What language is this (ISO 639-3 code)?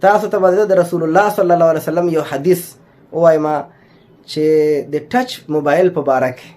pus